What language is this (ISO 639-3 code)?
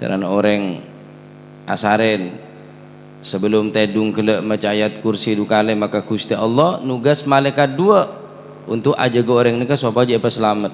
mad